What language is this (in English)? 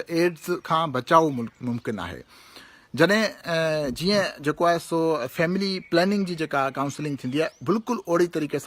Sindhi